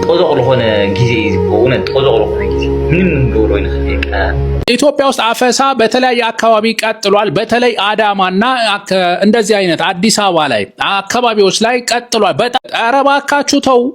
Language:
Tigrinya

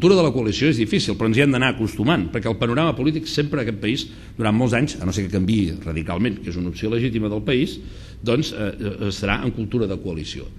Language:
Catalan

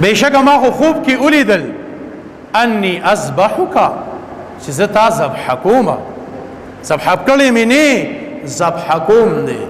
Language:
Pashto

